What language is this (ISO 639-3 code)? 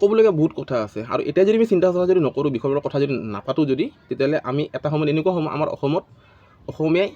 asm